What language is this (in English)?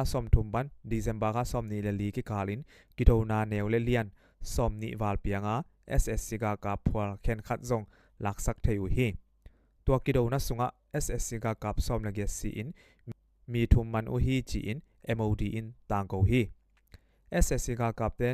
Tedim Chin